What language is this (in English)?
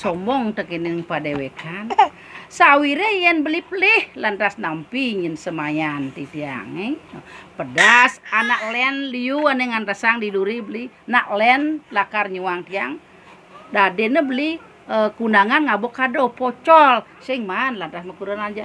Balinese